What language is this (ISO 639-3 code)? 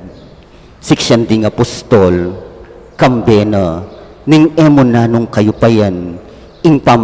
pam